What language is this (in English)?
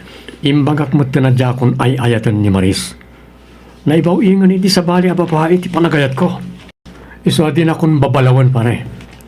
Iloko